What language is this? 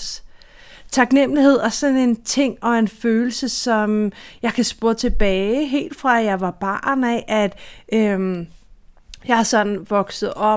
Danish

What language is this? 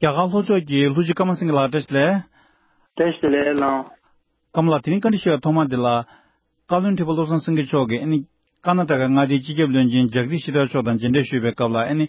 Tibetan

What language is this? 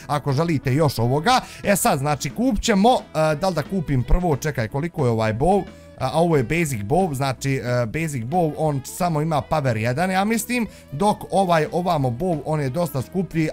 Bosnian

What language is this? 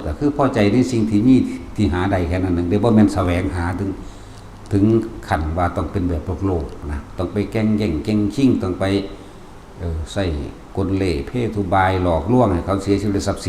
Northeastern Thai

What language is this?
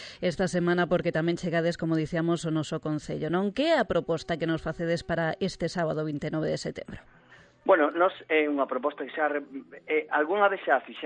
Galician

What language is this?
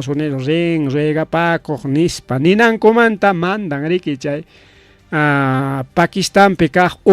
Ayacucho Quechua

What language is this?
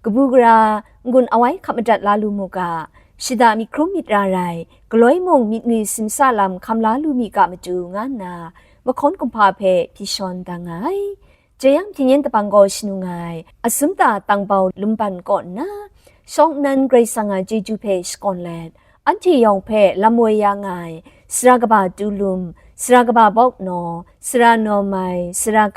Kachin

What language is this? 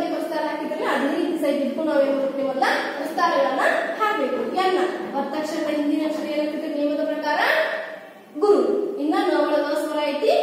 Kannada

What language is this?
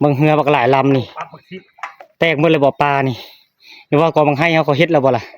Lao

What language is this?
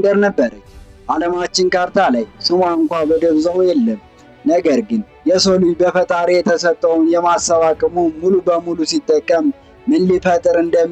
Amharic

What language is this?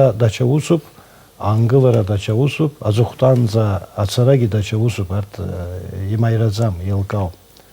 Abkhazian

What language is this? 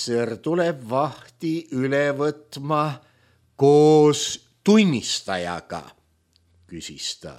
Estonian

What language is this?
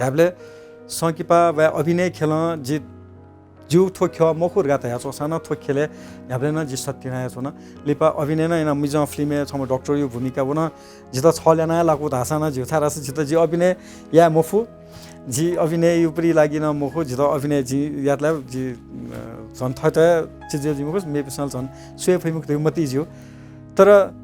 Newari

